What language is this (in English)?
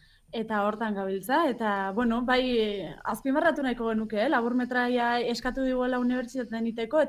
Basque